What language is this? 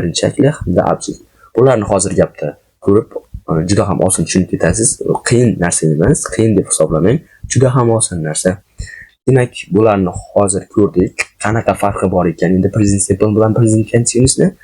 Uzbek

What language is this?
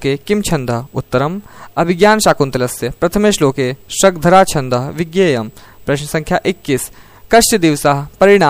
Sanskrit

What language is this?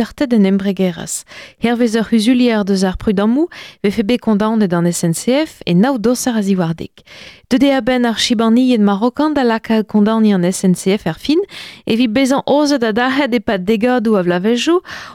Breton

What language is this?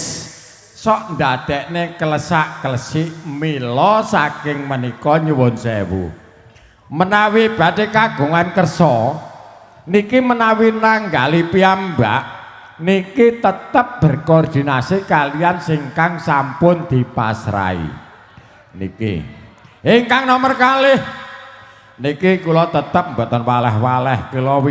Javanese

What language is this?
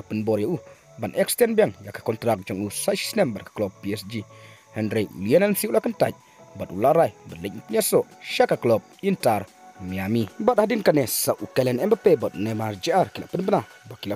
Khasi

